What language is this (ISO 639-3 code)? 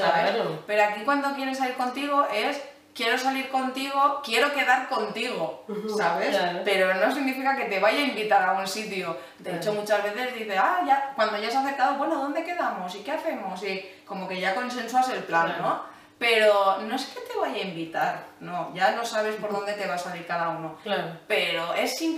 spa